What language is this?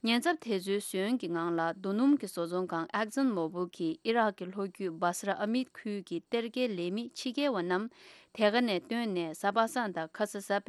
Tibetan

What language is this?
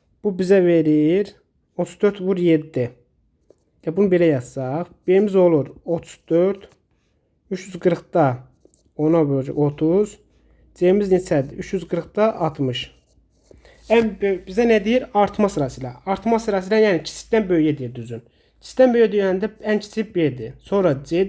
Azerbaijani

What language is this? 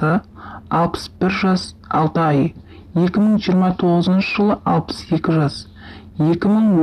Kazakh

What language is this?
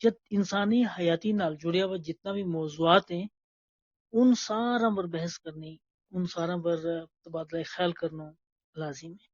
Gujari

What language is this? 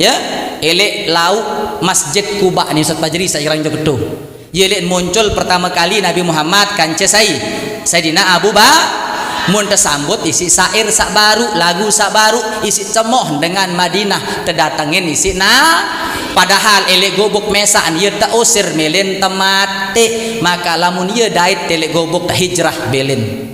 Sasak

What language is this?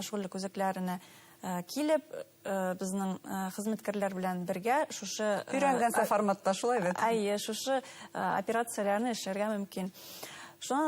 Bashkir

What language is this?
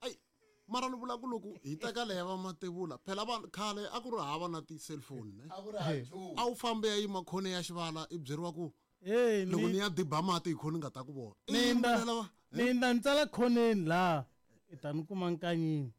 Tsonga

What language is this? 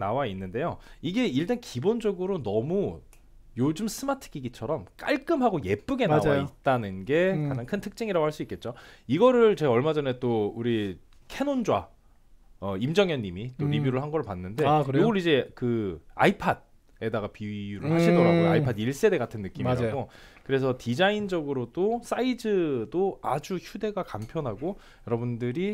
Korean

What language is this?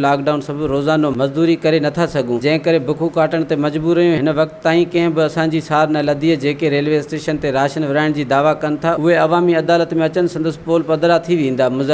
Sindhi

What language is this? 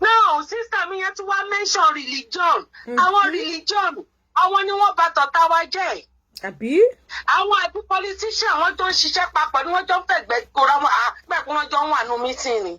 Yoruba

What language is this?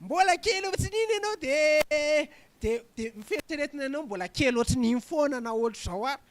Malagasy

